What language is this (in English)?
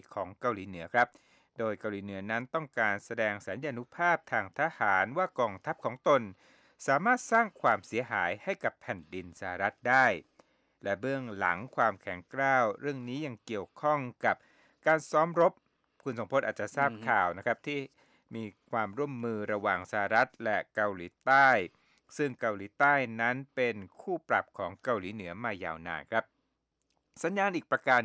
Thai